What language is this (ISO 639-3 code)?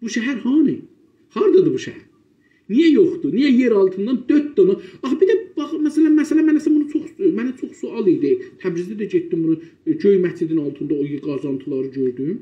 azb